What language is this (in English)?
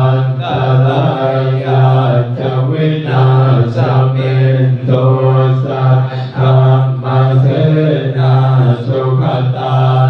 Pali